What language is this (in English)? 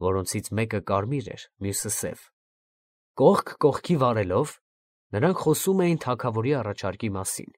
Armenian